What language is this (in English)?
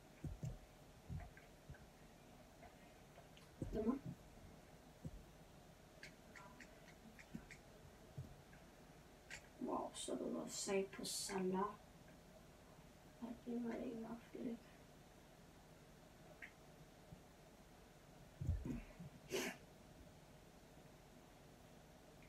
Danish